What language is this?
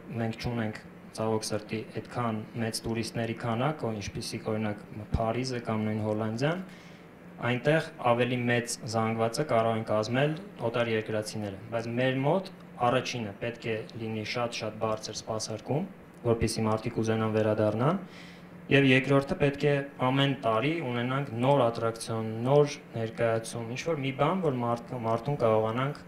Armenian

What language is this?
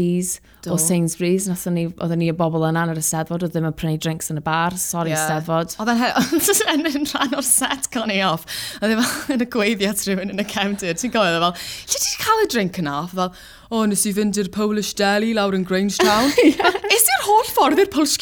Welsh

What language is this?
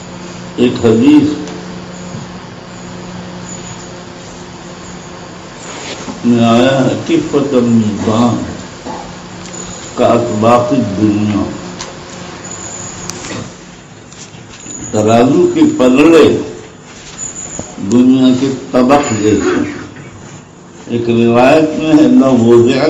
Urdu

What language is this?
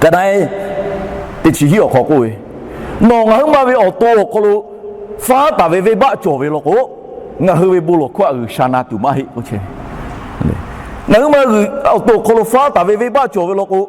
Lahu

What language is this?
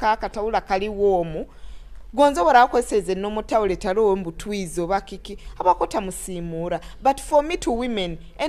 Nyoro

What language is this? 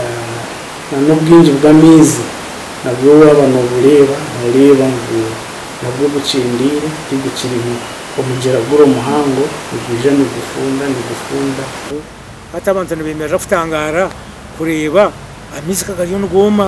Nyankole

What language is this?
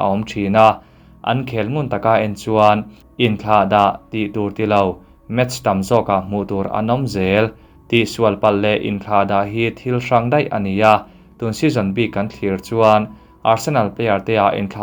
Mizo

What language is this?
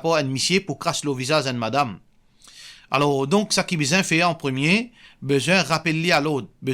Morisyen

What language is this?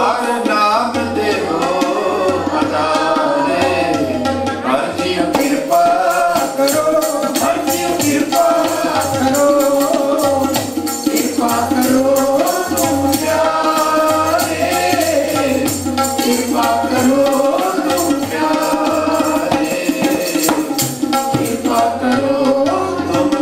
Punjabi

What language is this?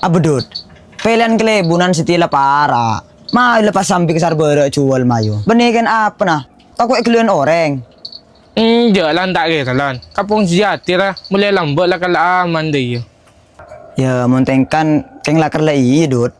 Madurese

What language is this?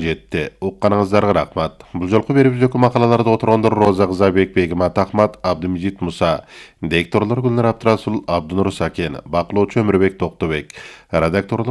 Kyrgyz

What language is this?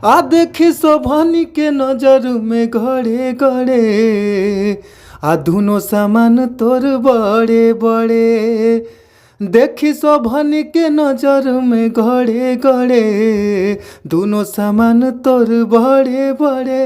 Bhojpuri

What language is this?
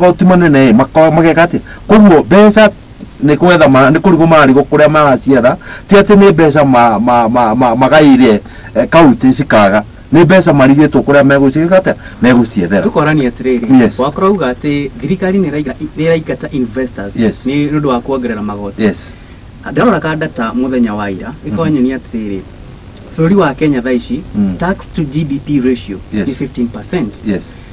Kikuyu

